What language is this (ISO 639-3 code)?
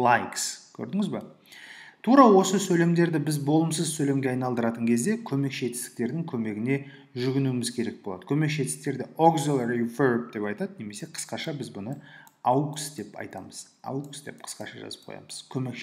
kaz